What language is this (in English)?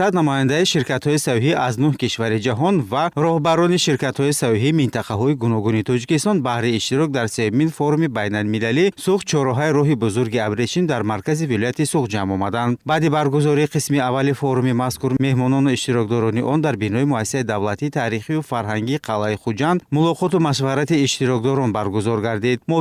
Tajik